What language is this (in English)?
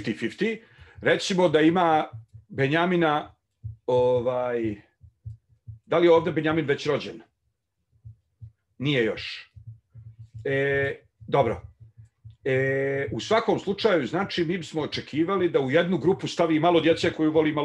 Bosnian